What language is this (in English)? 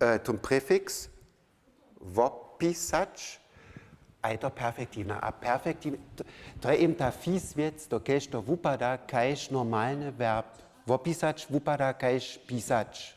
Upper Sorbian